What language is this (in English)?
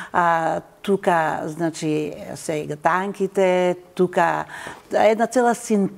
Macedonian